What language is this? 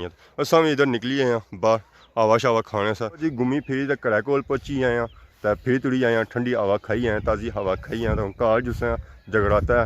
Pahari-Potwari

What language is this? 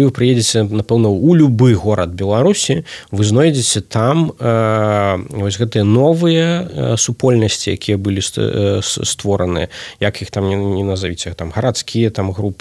Belarusian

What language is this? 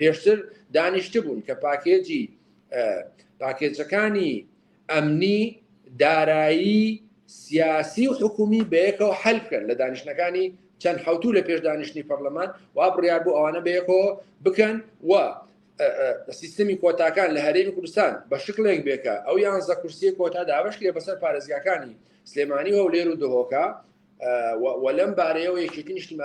Central Kurdish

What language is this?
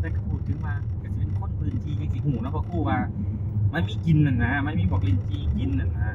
Northeastern Thai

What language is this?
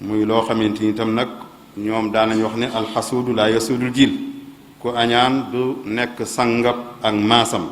Wolof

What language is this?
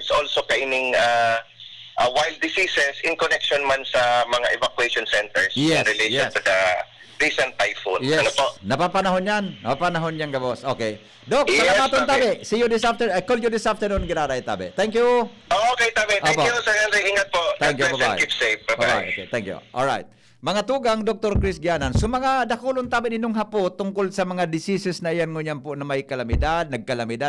Bikol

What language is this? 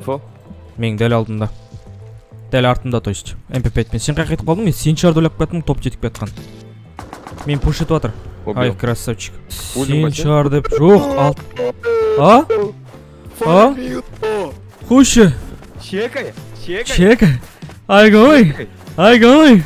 Kazakh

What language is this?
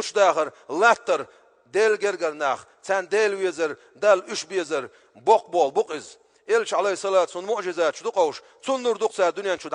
Chechen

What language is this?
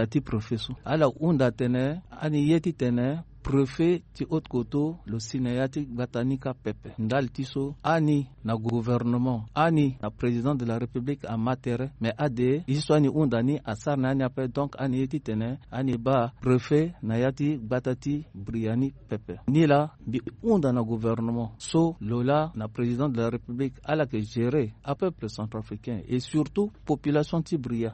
Sango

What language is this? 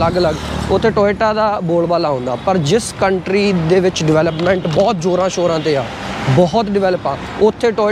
Punjabi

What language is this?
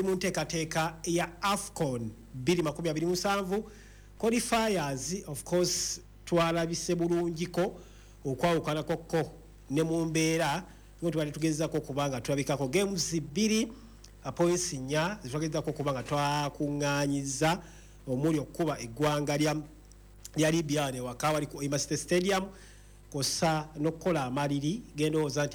Ganda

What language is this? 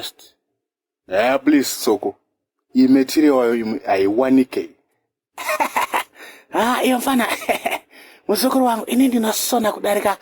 Shona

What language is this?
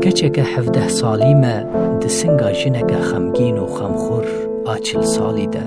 Kurdish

